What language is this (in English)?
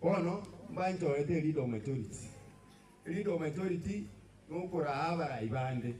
Gusii